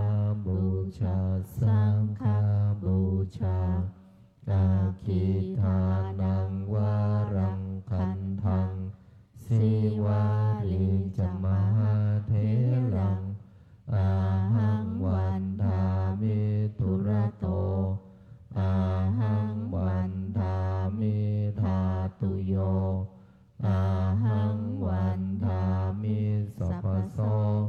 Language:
Pali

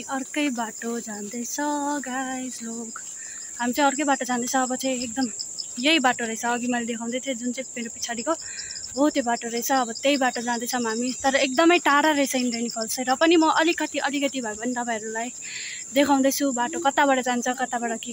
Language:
Nepali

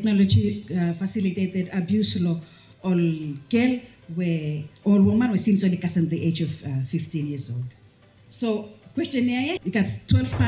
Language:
Bislama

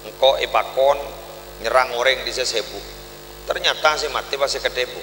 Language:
Madurese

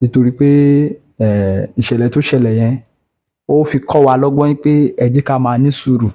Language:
Yoruba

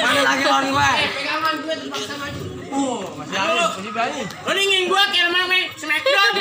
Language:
Betawi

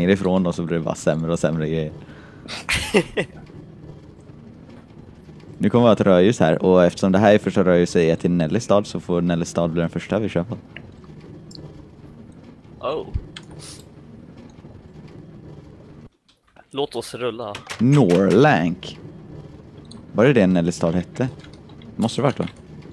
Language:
Swedish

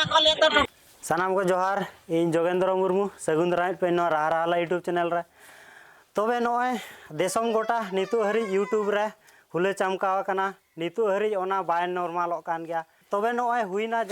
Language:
Santali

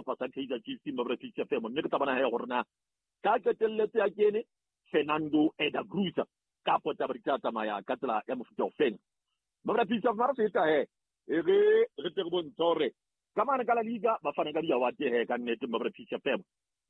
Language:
Southern Sotho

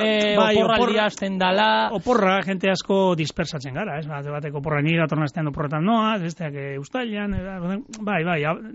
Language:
Basque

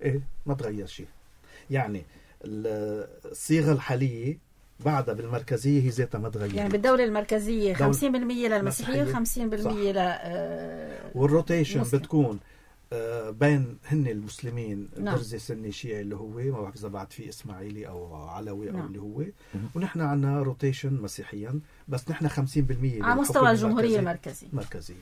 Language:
North Levantine Arabic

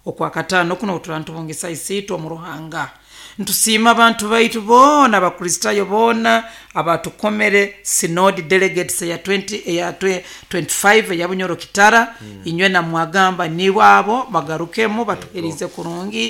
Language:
Nyoro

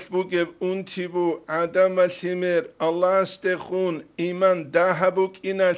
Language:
Avaric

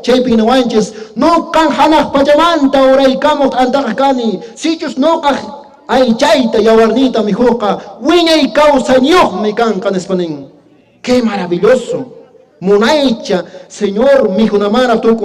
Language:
Quechua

